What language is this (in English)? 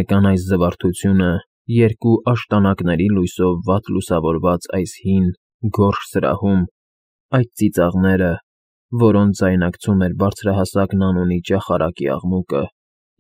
Armenian